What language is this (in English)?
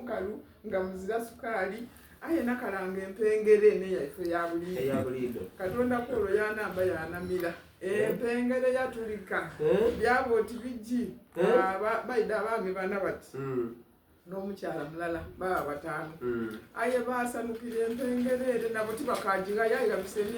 Soga